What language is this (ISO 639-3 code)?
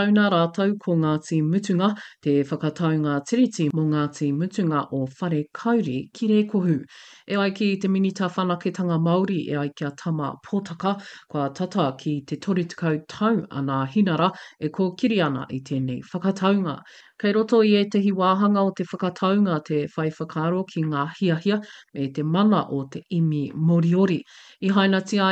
mri